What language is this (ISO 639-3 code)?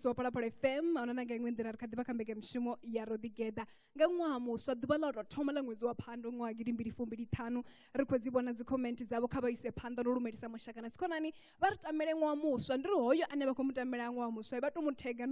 ven